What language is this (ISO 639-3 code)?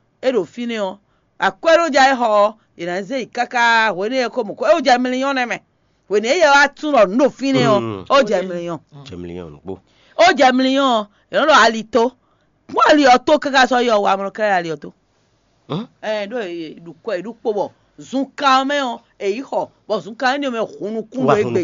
fon